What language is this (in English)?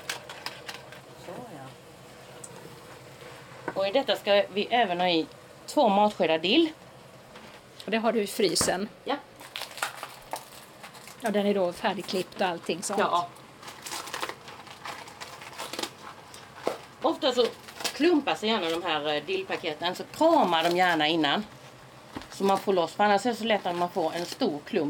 Swedish